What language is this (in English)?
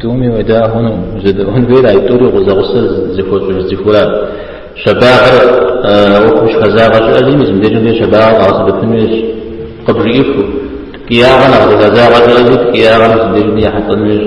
Kabardian